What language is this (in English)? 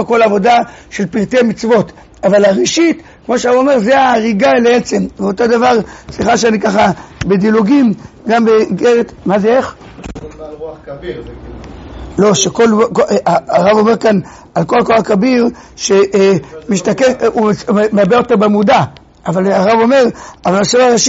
Hebrew